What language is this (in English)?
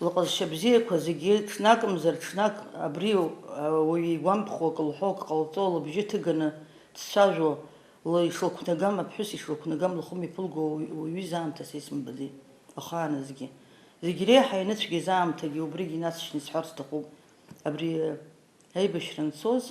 Abkhazian